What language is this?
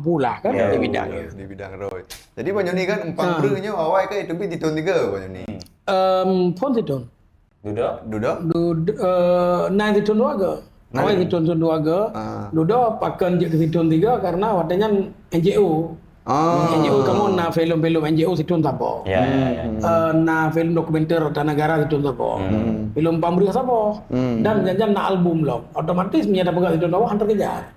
Achinese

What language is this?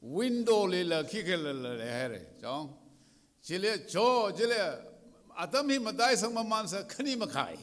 Tangkhul Naga (India)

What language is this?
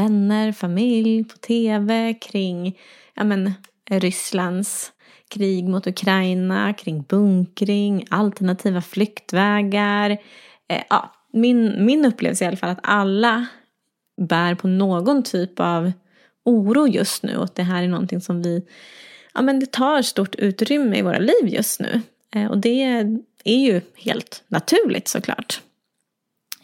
Swedish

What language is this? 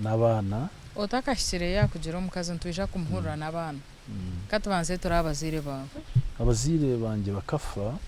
Nyankole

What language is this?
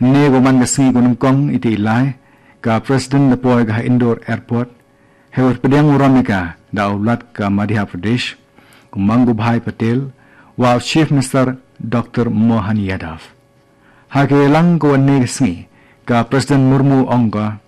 Khasi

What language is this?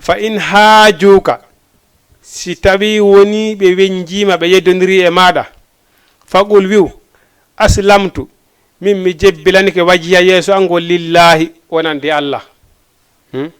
Fula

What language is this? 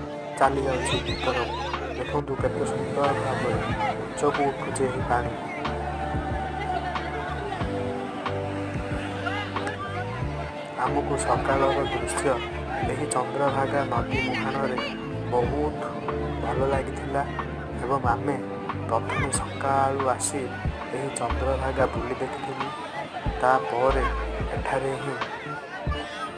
Odia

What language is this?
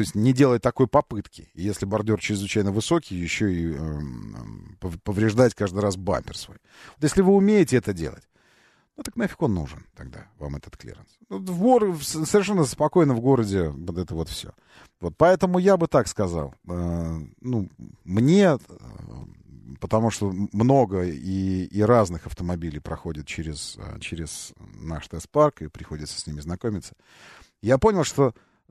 Russian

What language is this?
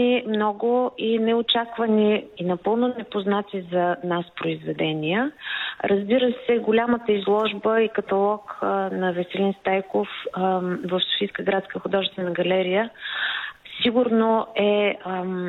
Bulgarian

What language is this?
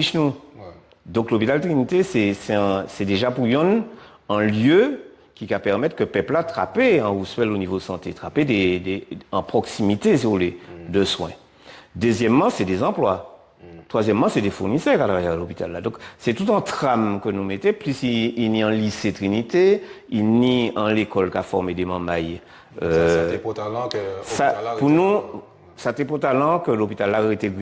Guadeloupean Creole French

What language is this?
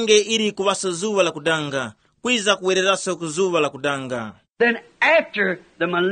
Tumbuka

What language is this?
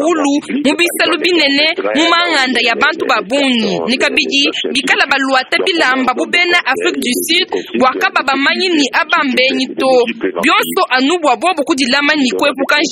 Luba-Lulua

